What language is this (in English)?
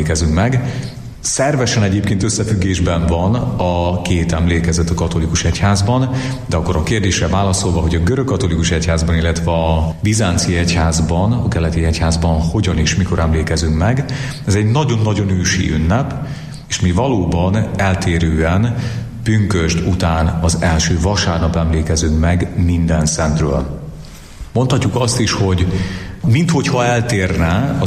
Hungarian